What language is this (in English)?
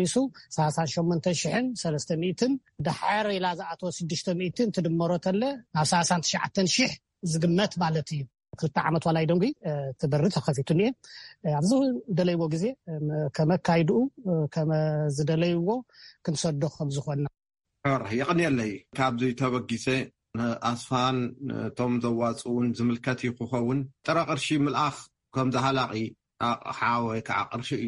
Tigrinya